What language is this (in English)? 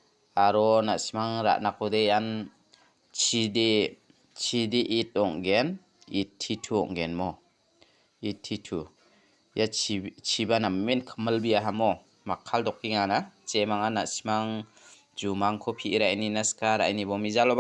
Garo